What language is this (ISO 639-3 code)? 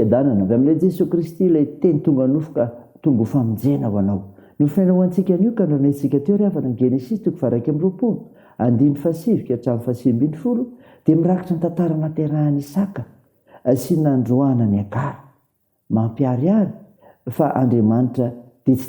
mlg